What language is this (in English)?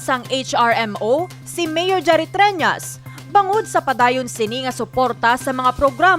Hiligaynon